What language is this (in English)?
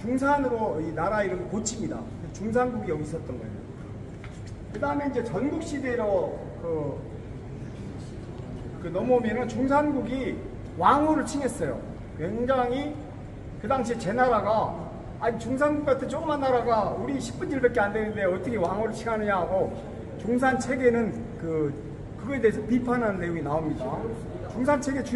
Korean